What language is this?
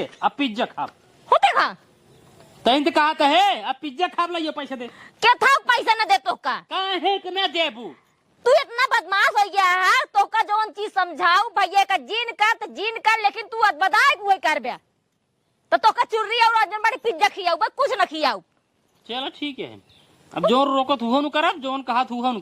Awadhi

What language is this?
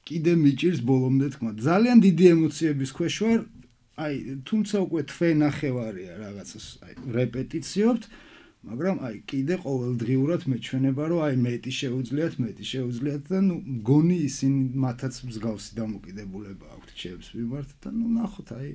Georgian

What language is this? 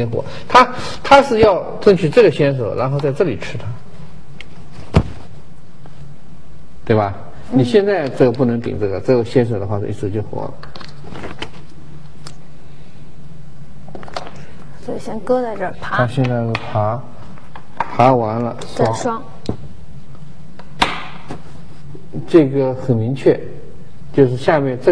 Chinese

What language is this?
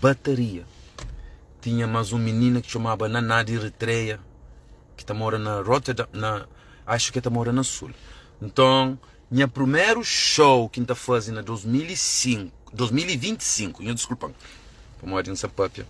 Kabuverdianu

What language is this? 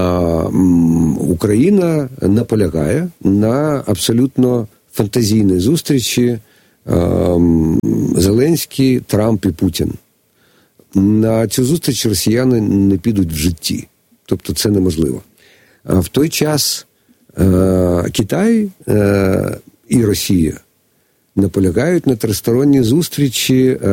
Ukrainian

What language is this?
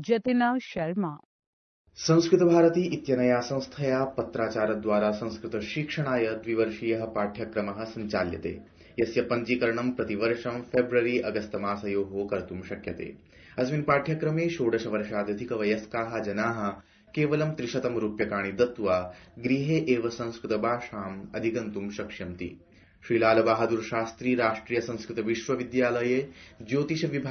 Sanskrit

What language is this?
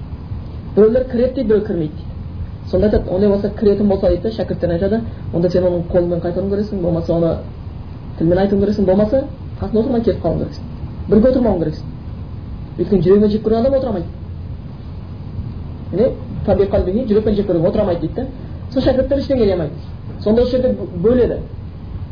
Kazakh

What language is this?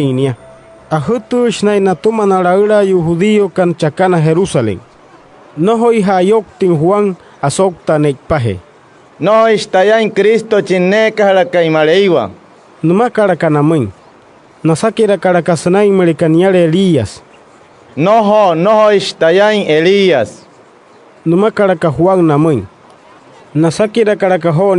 Wayuu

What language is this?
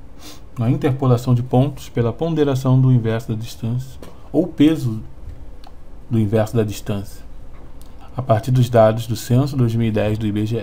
Portuguese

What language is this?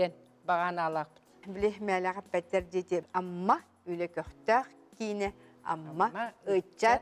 Yakut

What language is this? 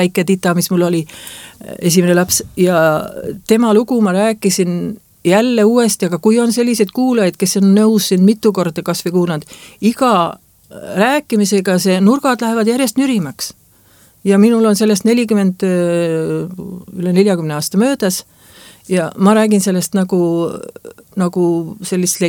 Estonian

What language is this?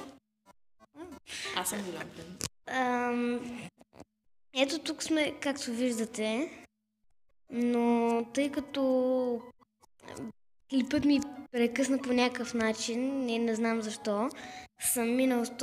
Bulgarian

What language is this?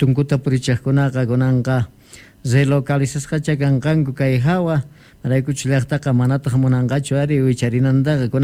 South Bolivian Quechua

